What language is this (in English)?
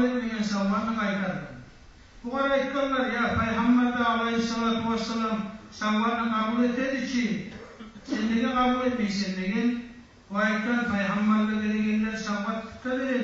Kumyk